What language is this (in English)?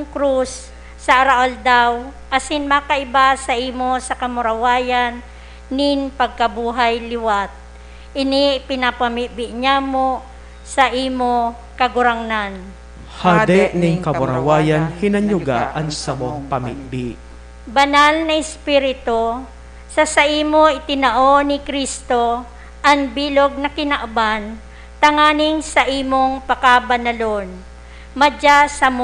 Bikol